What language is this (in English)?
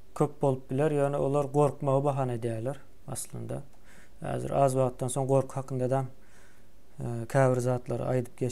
Turkmen